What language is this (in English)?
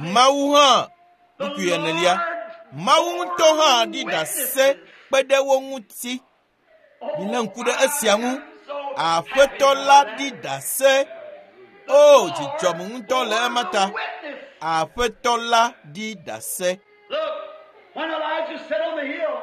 Ewe